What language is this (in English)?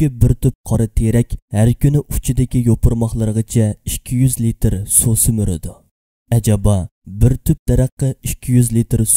Uyghur